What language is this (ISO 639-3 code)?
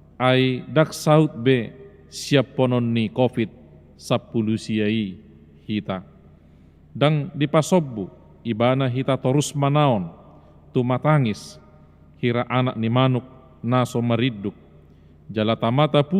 bbc